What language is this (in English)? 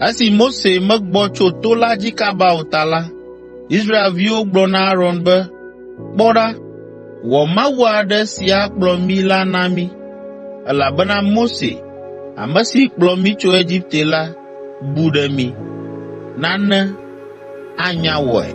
Ewe